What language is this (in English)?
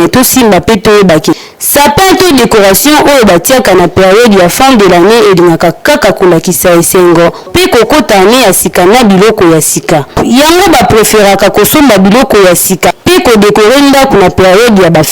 Lingala